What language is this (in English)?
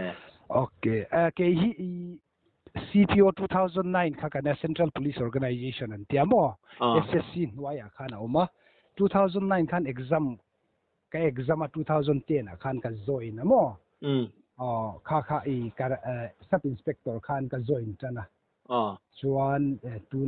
Mizo